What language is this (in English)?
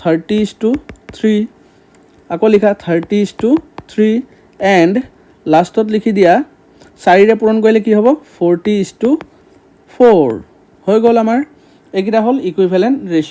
Assamese